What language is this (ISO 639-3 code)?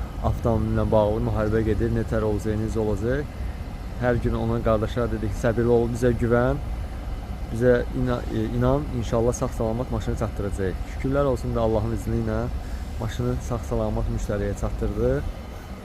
aze